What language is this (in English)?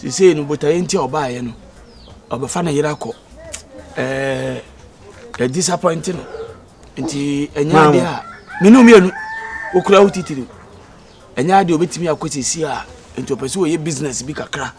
Akan